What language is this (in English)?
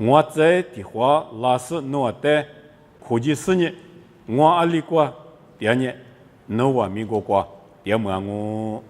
Lisu